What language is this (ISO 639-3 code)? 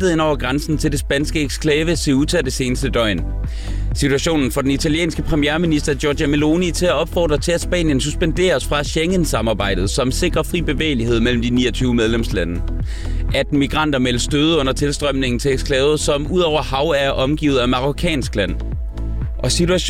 dan